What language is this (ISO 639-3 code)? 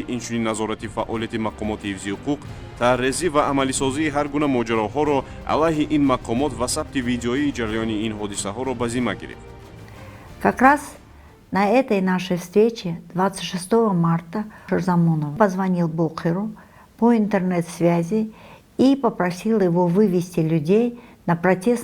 tgk